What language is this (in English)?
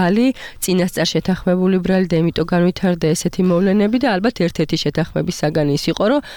Georgian